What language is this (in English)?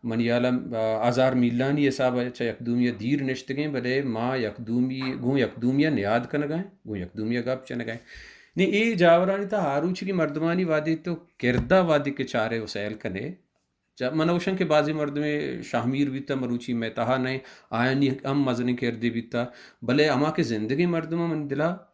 Baluchi